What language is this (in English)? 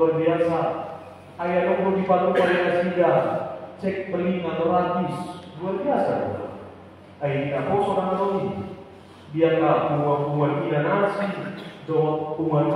Batak Toba